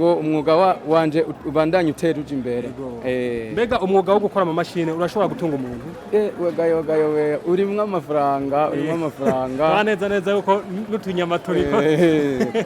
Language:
Rundi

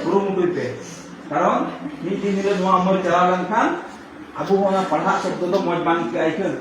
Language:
Santali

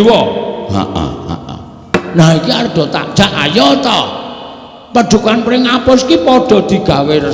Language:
Javanese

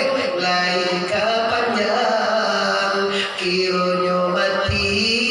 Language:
Minangkabau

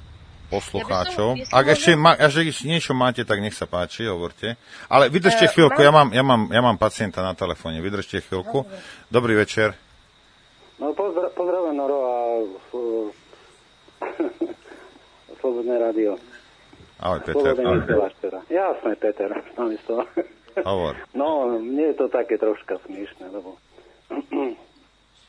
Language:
Slovak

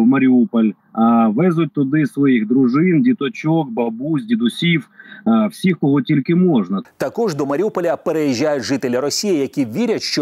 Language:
Ukrainian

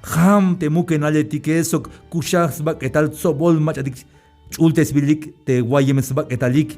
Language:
Tzeltal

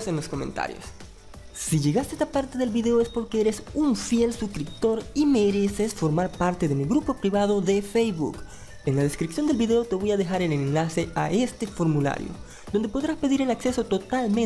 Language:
Spanish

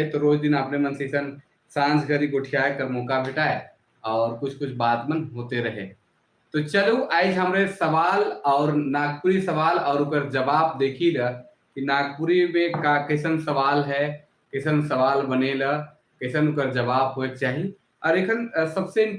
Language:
Sadri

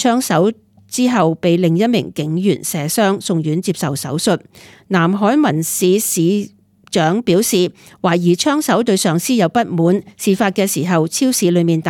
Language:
Cantonese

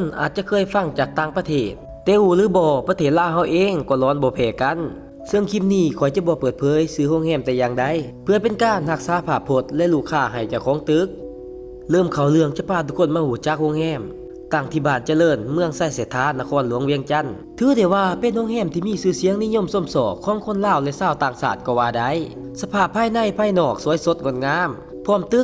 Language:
Lao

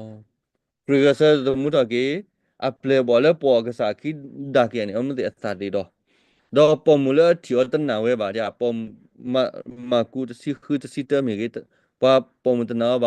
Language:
S'gaw Karen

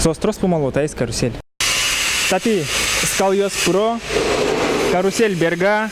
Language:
Udmurt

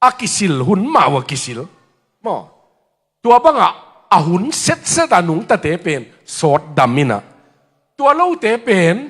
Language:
Tedim Chin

